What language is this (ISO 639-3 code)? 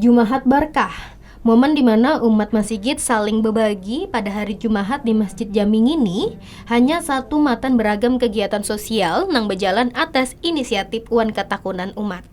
bjn